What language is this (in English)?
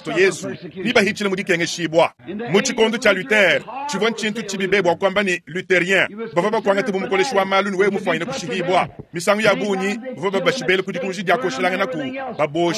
Luba-Lulua